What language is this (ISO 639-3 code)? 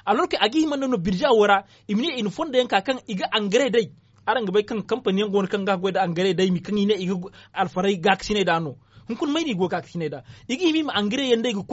dje